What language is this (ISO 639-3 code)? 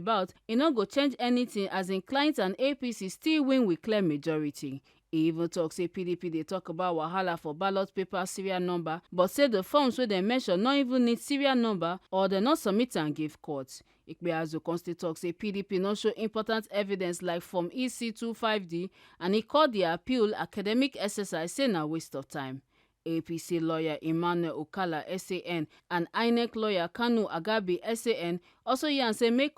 pcm